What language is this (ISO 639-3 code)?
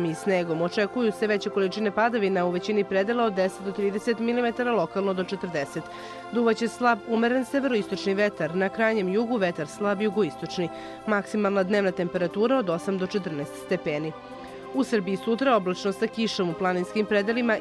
srp